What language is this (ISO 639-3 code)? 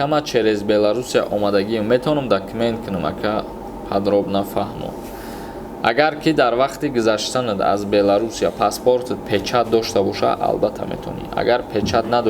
tgk